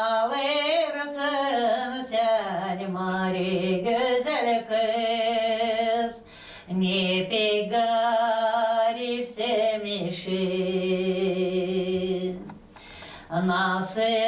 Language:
Gagauz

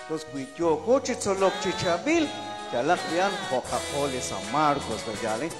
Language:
Kekchí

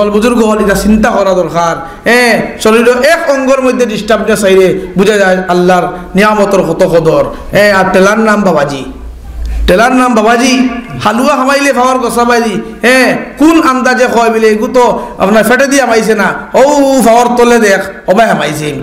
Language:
Sylheti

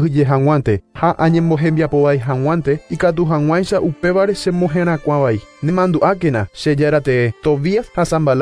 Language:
Guarani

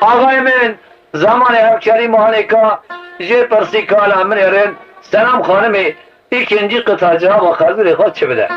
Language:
Kurdish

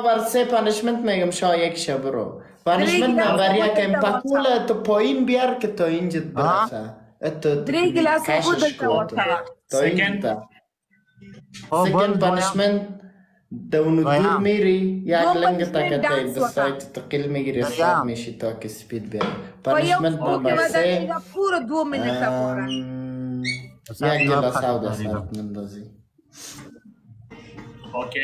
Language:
Persian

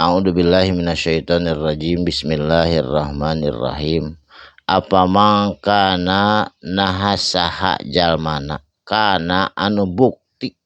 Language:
Sundanese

